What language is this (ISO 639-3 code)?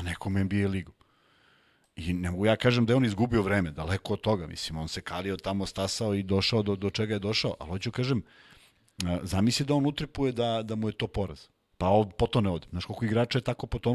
srp